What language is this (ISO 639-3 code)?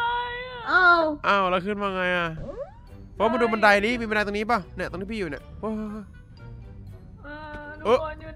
tha